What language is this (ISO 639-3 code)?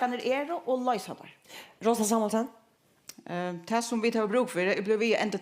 fao